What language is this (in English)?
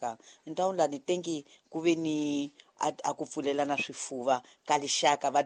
Tsonga